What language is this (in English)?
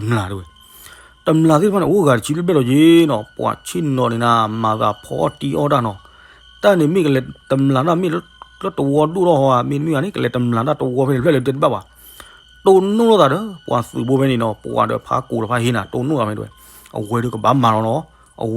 S'gaw Karen